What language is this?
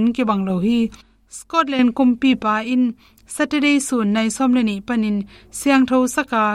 Tedim Chin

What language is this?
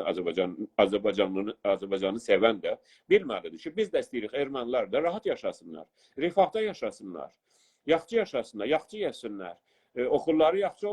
South Azerbaijani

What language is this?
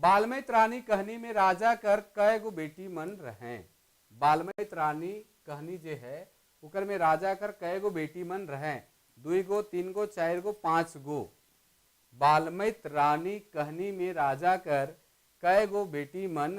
Sadri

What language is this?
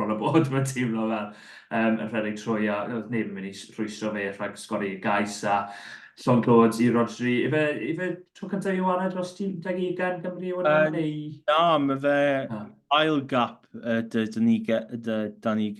Welsh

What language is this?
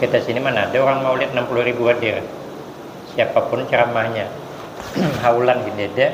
Banjar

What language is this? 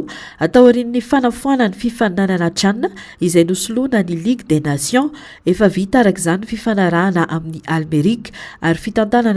Malagasy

